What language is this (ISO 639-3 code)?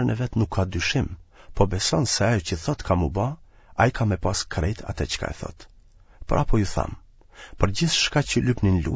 sqi